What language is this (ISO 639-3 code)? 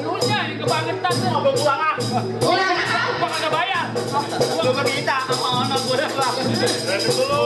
bew